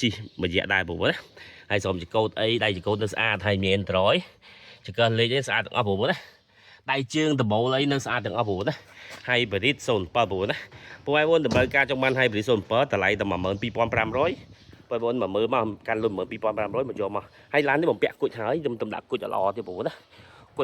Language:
Khmer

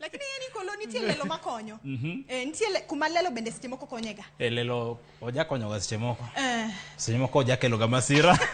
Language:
Luo (Kenya and Tanzania)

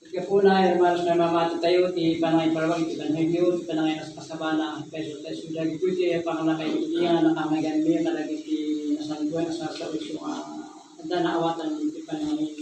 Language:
Iloko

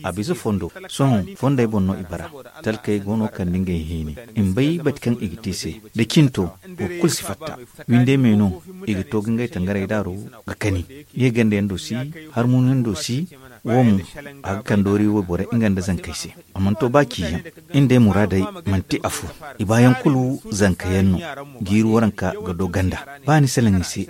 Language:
Zarma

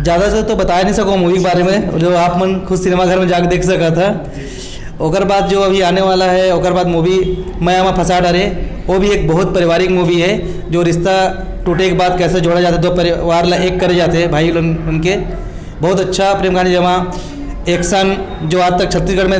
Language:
Chhattisgarhi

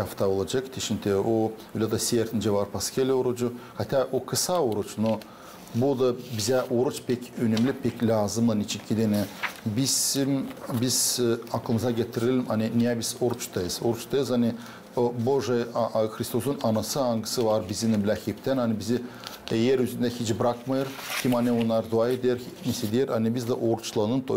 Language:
Gagauz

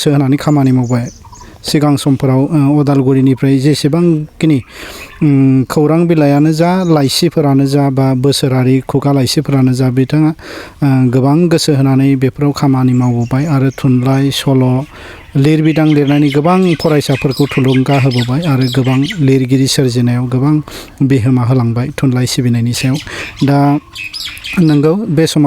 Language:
Bodo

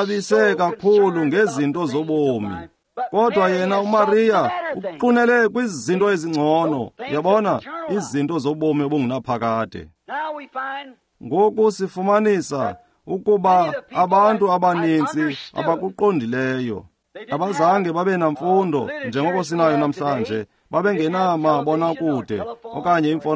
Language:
Xhosa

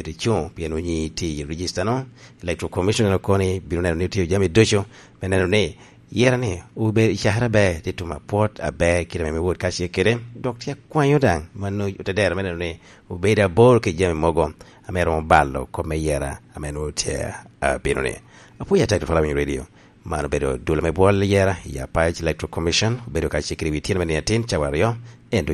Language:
Lango (Uganda)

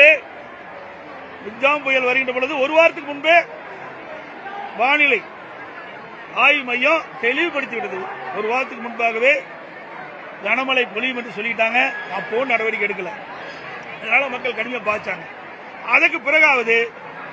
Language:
Tamil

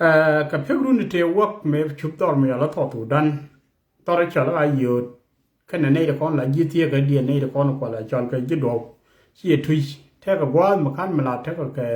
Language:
Nuer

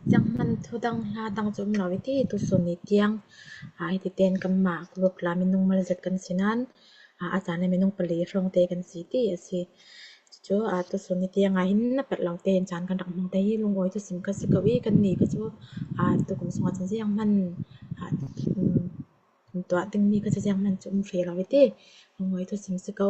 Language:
Falam Chin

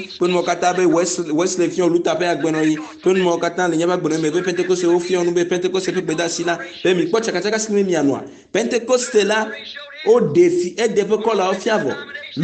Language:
Ewe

